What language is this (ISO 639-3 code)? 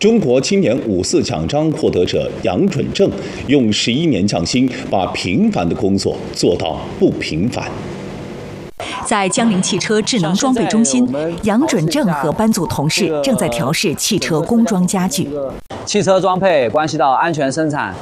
zho